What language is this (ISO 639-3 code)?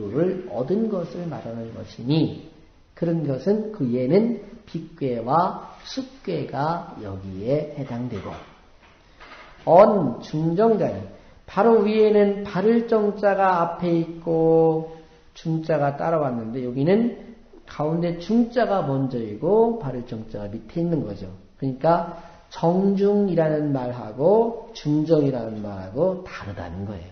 kor